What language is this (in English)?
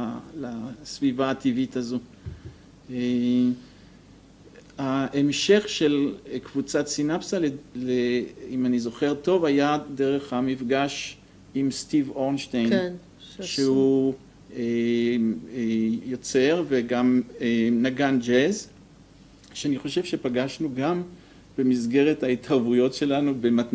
Hebrew